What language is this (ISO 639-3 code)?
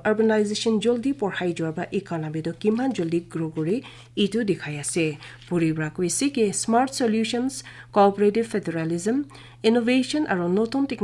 nag